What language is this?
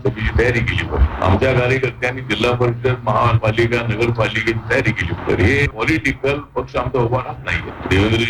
Marathi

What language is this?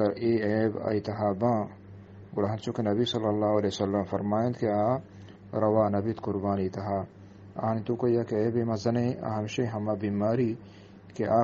Eastern Balochi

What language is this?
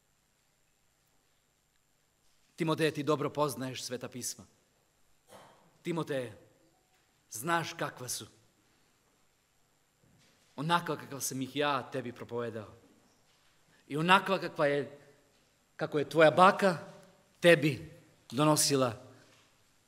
Croatian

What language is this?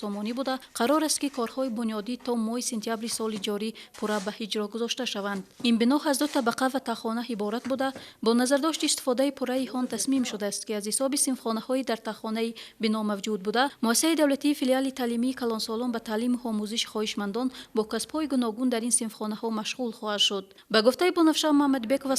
Tajik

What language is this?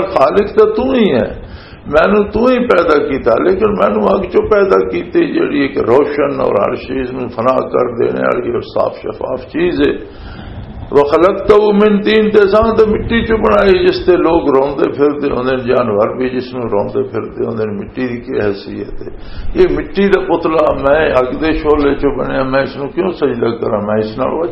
Western Panjabi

